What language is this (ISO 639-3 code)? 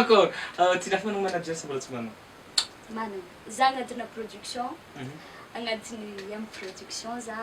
mlg